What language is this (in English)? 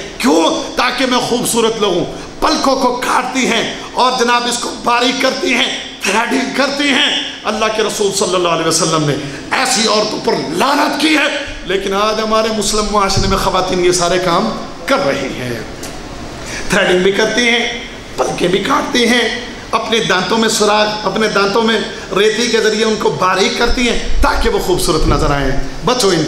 Urdu